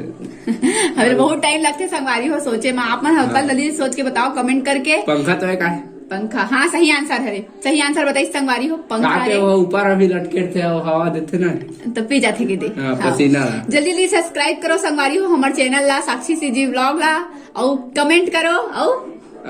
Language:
Chhattisgarhi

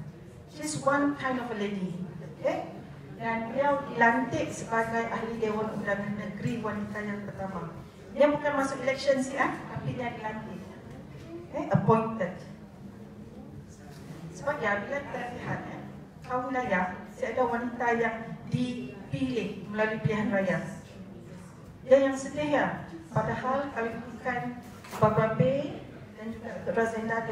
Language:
Malay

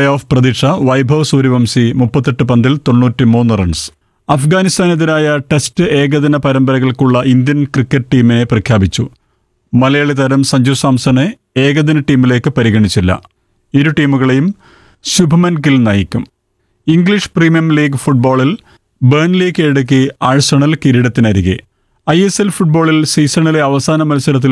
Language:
Malayalam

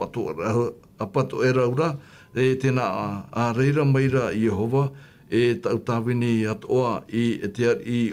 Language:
Tahitian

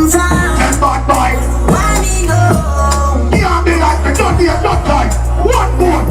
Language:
Jamaican Creole English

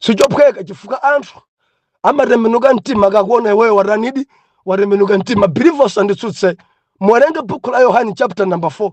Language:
Nyanja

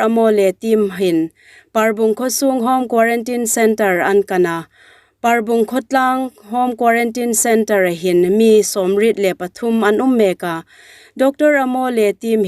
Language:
Hmar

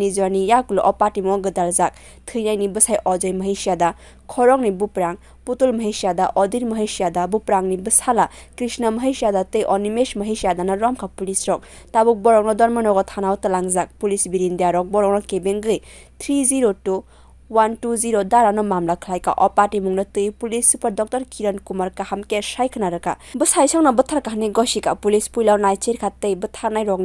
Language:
Kok Borok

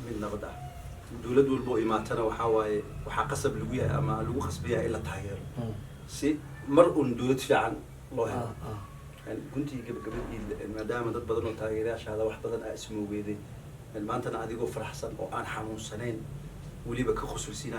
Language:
Somali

